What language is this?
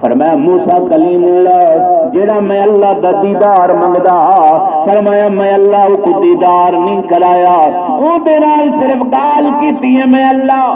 Saraiki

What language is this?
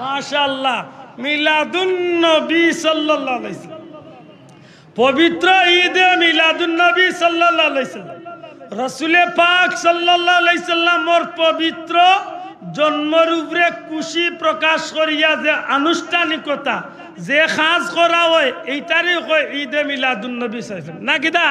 Sylheti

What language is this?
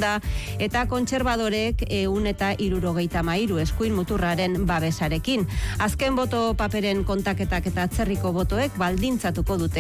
Basque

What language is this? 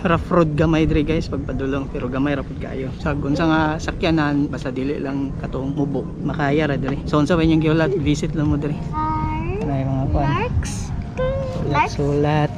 Cebuano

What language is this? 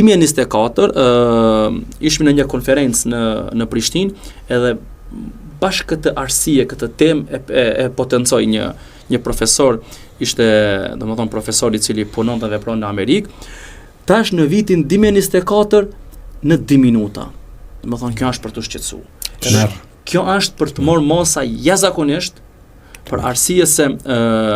Albanian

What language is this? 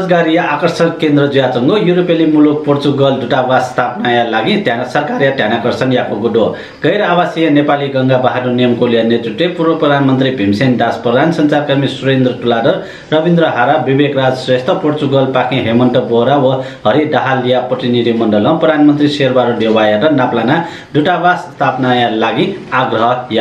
Newari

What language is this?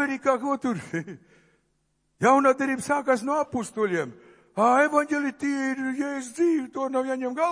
Latvian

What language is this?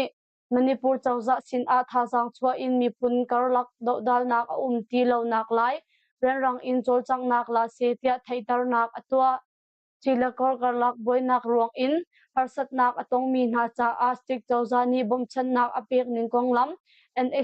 Hakha Chin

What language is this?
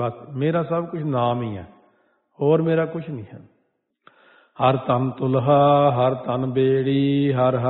Punjabi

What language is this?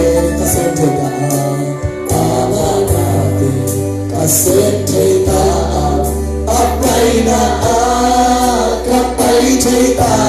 Tedim Chin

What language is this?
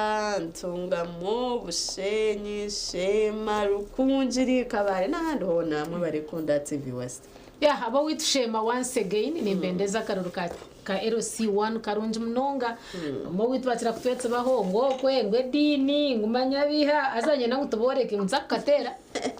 Nyankole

